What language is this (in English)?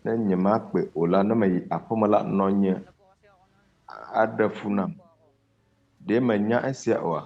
Ewe